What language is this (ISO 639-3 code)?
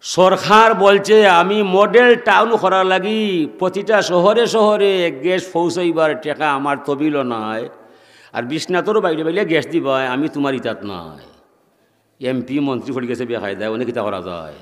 syl